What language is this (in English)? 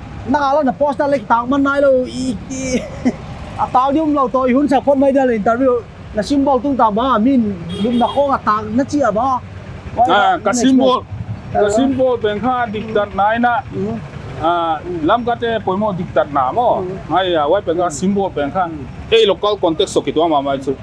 Paite Chin